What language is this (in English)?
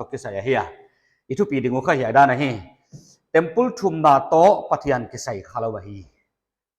Paite Chin